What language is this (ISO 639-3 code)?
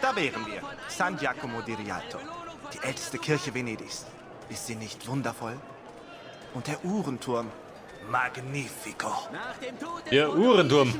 bar